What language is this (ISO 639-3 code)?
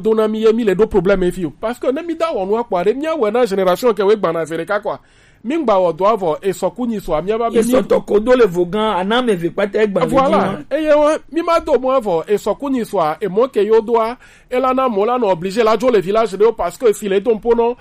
gej